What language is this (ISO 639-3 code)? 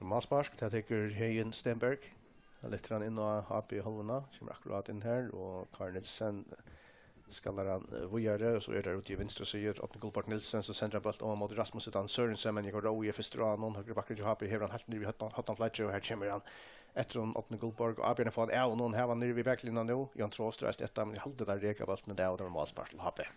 fao